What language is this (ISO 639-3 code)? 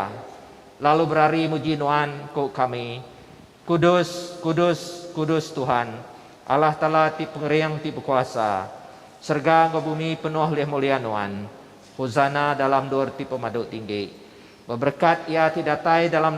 iba